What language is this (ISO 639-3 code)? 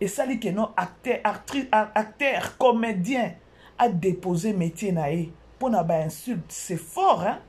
lin